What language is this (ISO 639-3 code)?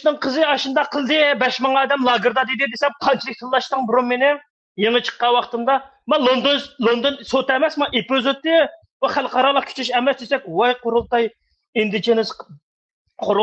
uig